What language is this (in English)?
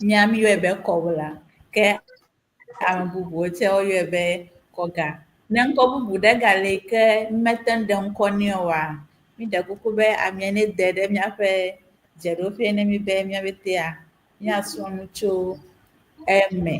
Ewe